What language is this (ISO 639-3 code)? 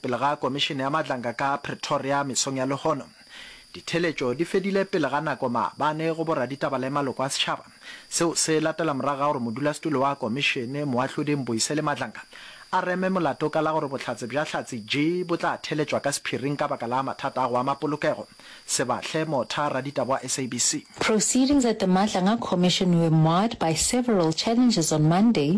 nso